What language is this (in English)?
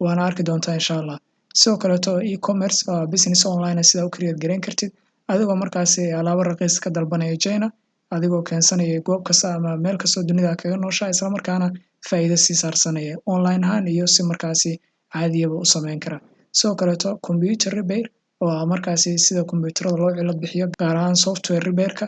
Somali